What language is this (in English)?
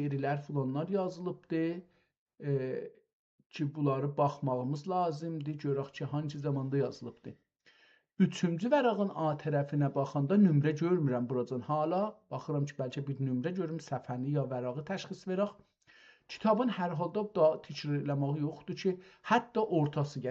South Azerbaijani